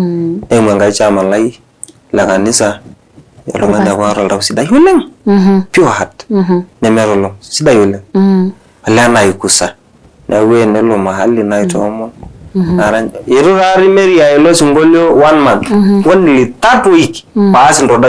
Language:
Masai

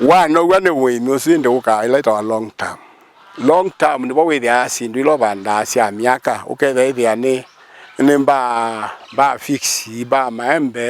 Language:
Kamba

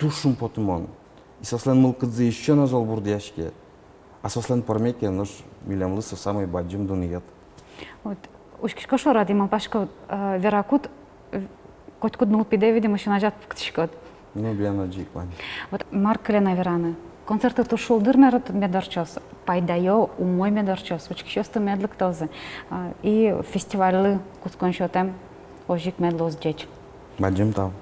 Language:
Udmurt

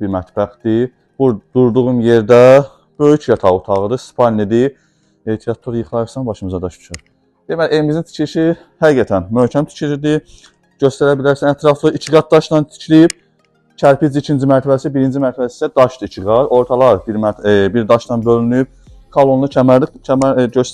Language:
Azerbaijani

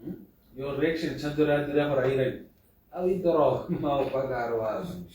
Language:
Tswana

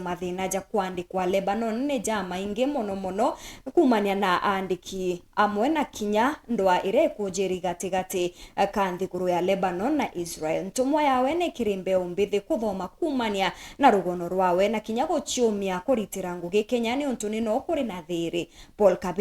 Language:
Meru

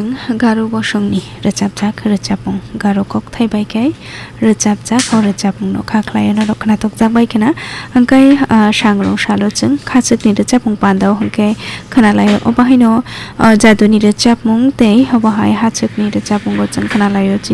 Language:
Kok Borok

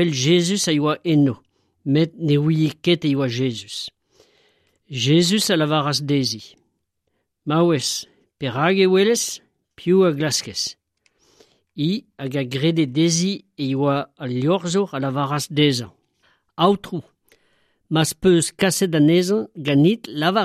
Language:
Breton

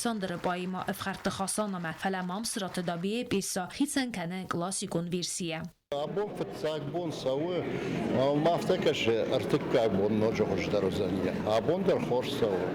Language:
Ossetic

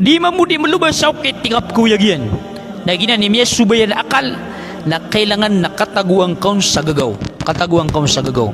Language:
Maranao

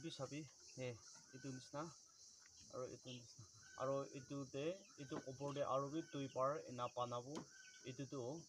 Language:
Naga Pidgin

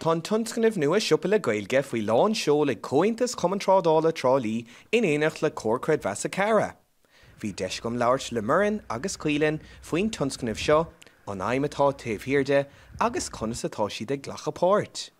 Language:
Irish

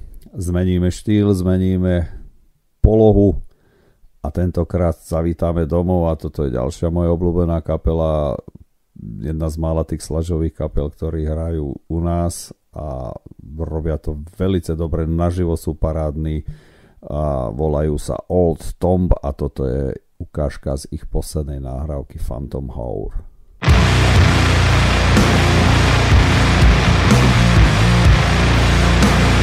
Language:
Slovak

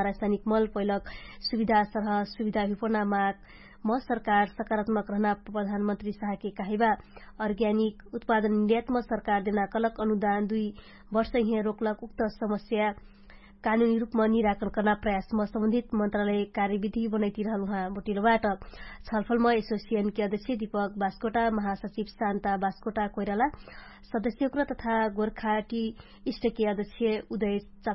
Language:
Dangaura Tharu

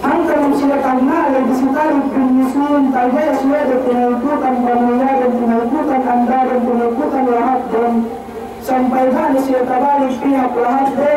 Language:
Yakan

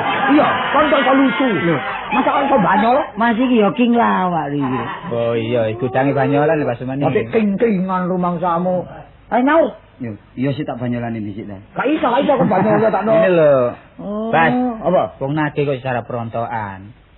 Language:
Javanese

